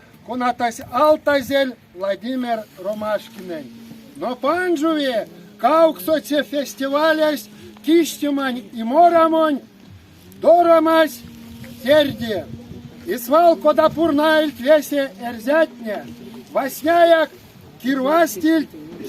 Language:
Erzya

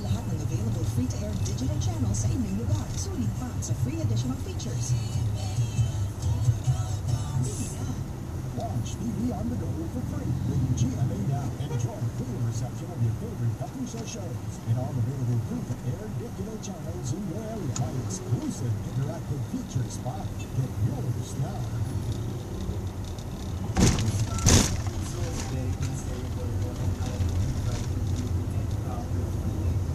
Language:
Filipino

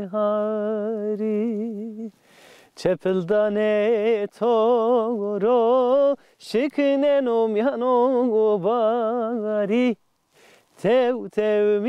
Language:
Zaza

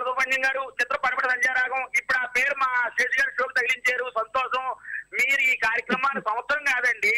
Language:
Telugu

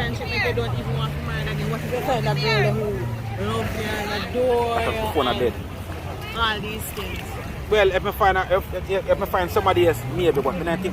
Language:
Jamaican Creole English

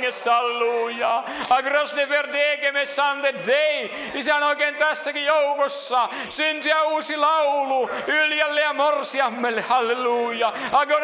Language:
Finnish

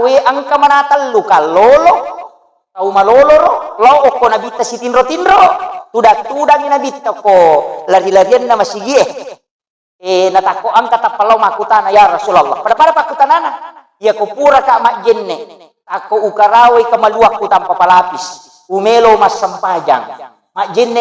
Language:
Buginese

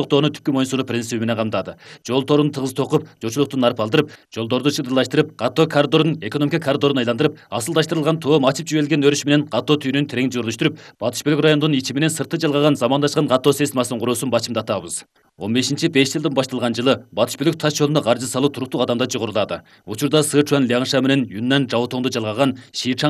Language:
Kyrgyz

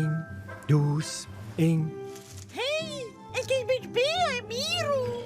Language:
Romansh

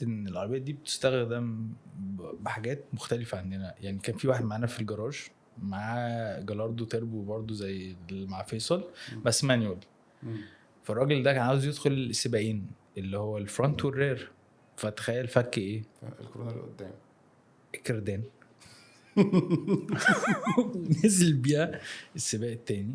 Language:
Egyptian Arabic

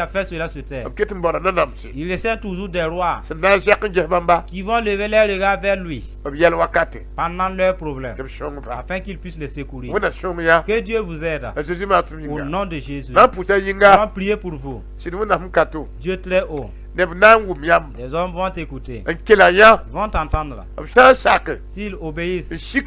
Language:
Mossi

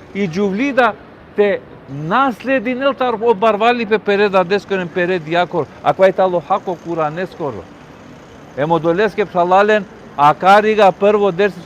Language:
Balkan Romani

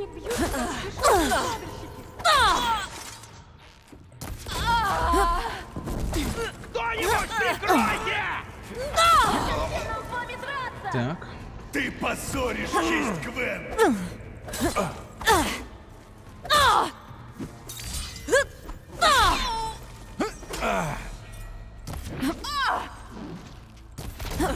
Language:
Russian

